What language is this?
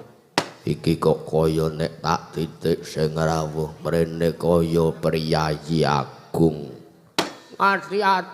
Javanese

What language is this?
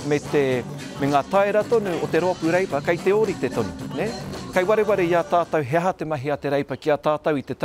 Māori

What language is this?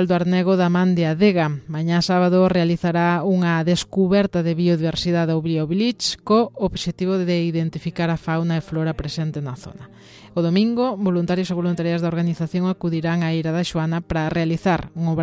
Galician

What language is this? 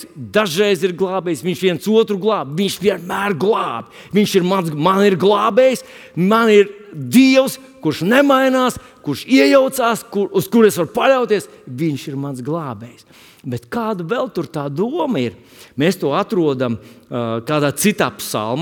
Latvian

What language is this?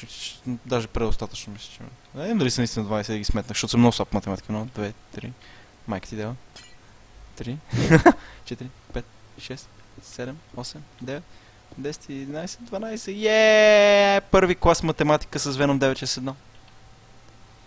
Bulgarian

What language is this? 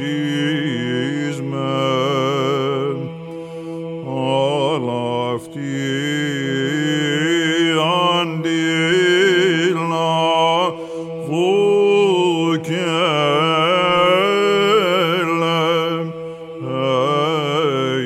Greek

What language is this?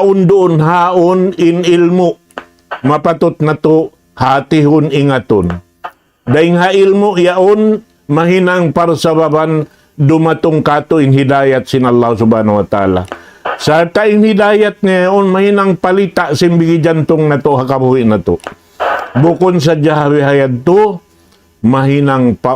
Tausug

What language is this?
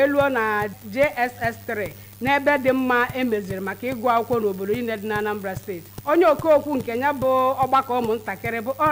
Igbo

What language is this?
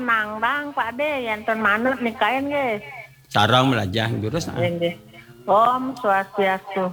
Balinese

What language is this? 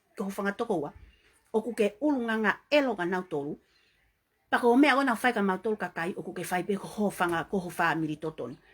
Tongan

